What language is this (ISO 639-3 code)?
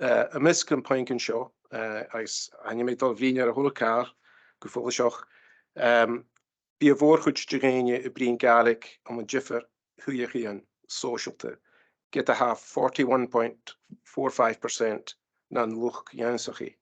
gla